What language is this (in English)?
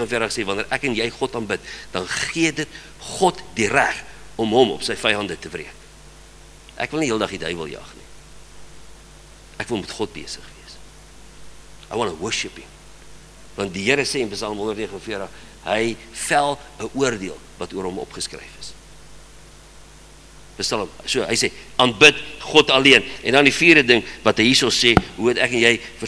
Afrikaans